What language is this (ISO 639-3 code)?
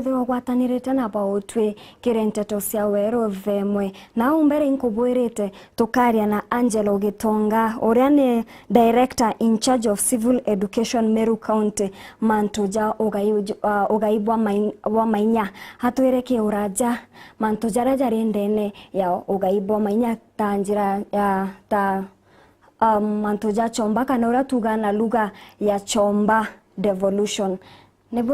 mer